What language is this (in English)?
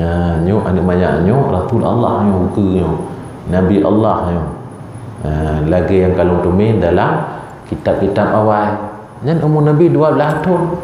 Achinese